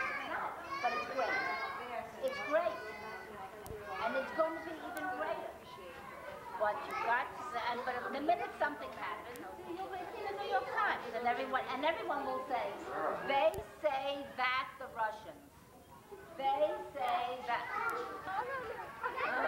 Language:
English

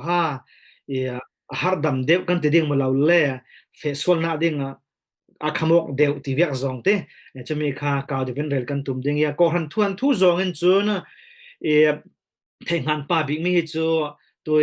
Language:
Falam Chin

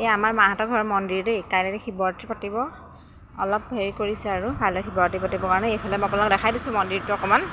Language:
Assamese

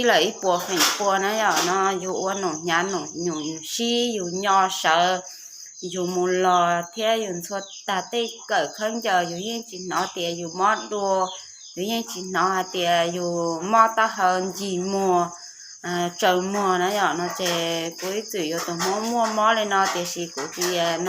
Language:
Hmong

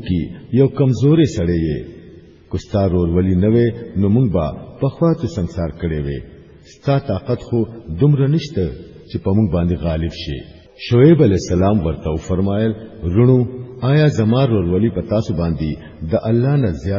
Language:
Pashto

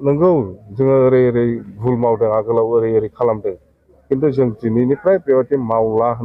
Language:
Bodo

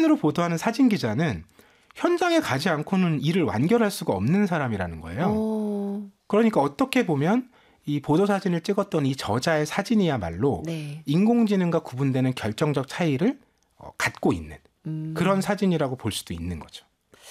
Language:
Korean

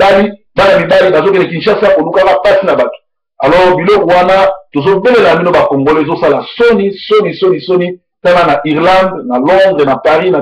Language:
Lingala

